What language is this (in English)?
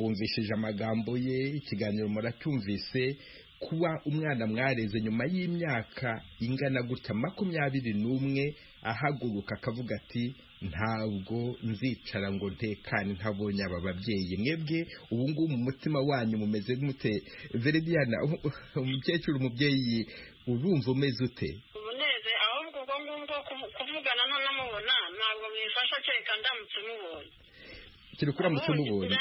Kinyarwanda